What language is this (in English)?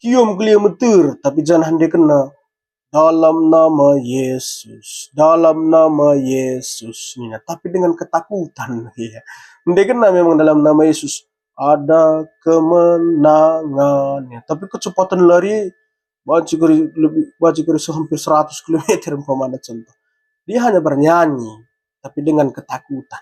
Batak Karo